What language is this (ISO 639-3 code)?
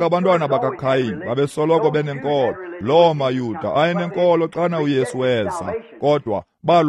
xho